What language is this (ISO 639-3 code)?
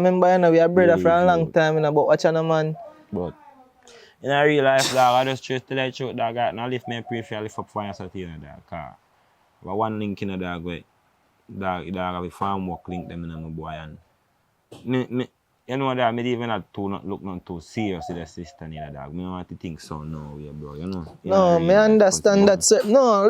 jam